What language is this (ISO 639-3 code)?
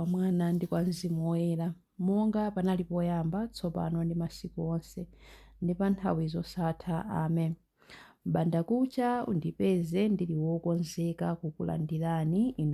nya